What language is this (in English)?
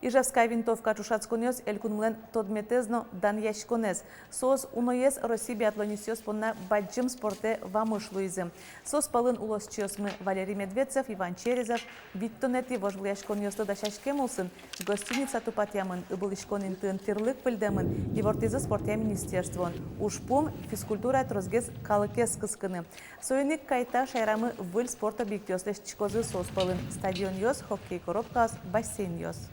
Udmurt